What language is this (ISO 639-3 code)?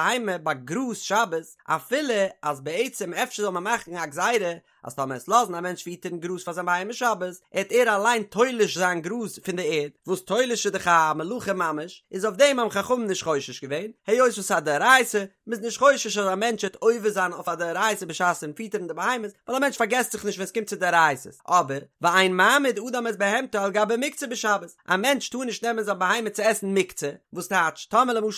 yid